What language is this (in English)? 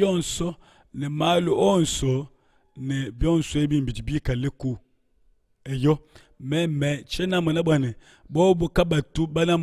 Luba-Lulua